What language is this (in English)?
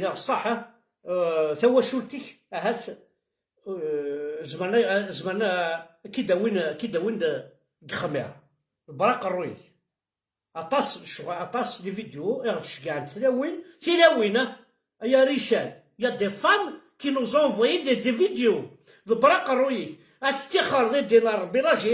Kabyle